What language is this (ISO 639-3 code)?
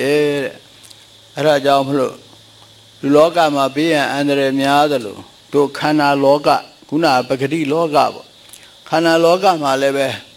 mya